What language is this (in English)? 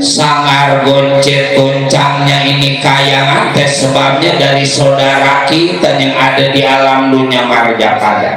Betawi